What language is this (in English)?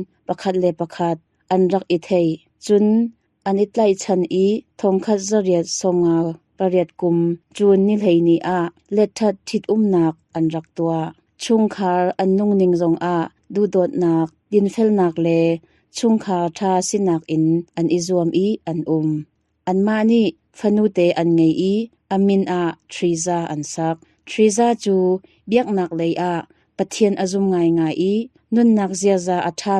Hakha Chin